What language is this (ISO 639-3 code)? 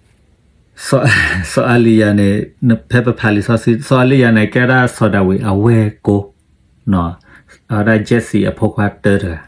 ksw